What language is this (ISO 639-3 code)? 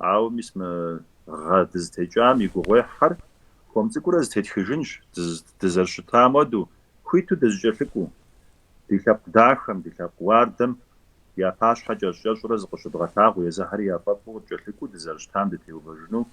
kbd